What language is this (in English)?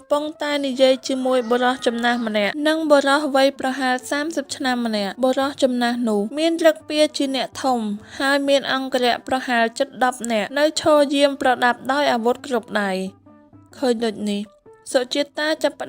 Khmer